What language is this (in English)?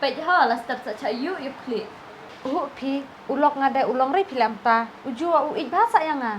Khasi